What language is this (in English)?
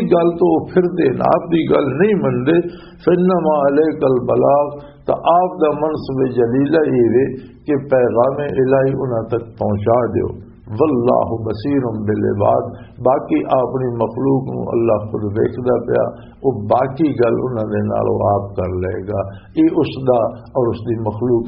Western Panjabi